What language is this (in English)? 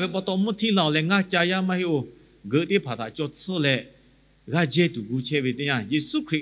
Lahu